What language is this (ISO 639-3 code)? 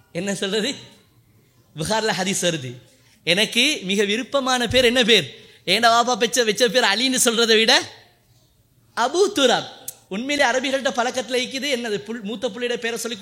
tam